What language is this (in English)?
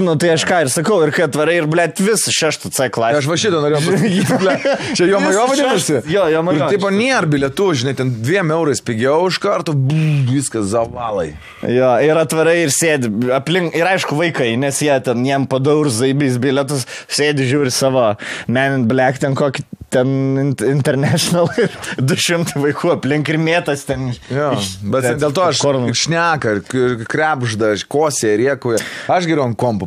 Lithuanian